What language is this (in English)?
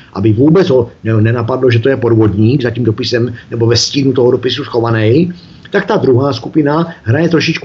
Czech